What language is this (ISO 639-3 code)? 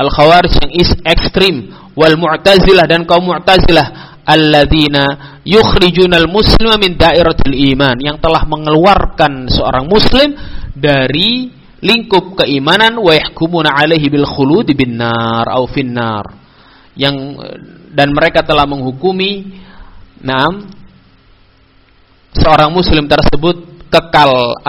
ind